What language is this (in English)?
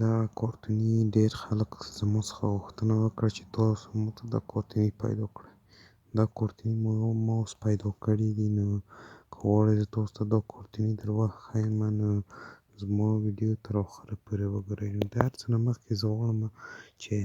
Pashto